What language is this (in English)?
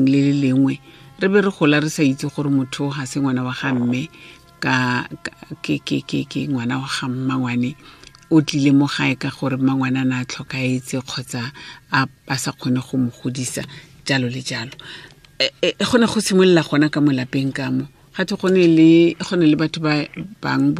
Tswana